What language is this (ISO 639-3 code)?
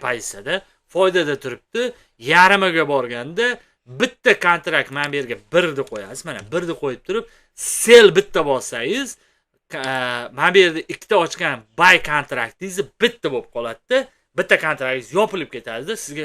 uzb